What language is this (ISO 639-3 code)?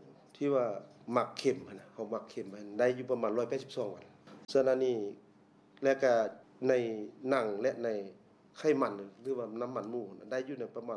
lao